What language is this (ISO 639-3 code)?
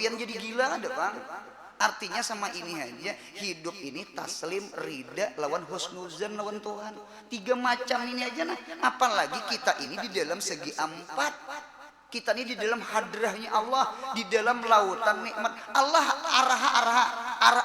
bjn